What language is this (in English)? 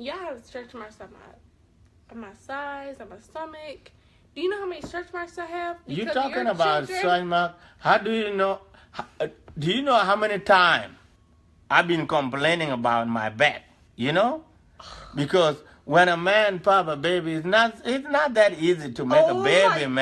Dinka